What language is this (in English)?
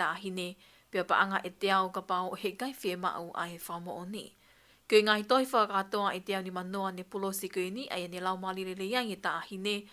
Tongan